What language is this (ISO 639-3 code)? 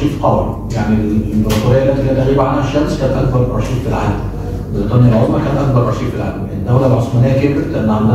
ara